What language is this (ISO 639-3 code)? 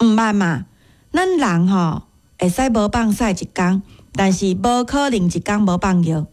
nan